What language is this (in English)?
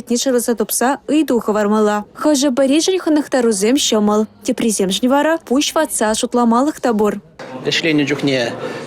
Chuvash